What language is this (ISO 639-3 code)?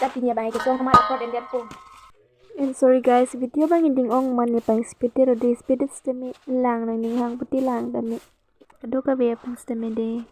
mjw